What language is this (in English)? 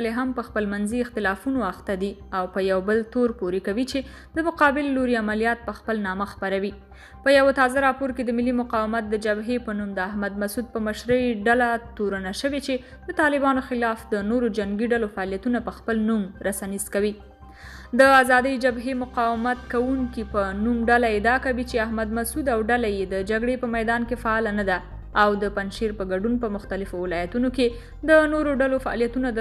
Pashto